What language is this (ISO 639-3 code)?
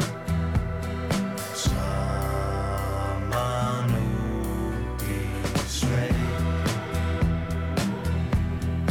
isl